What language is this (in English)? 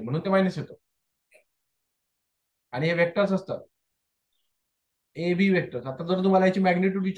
Marathi